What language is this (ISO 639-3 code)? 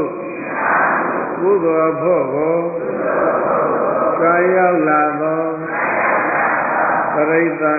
mya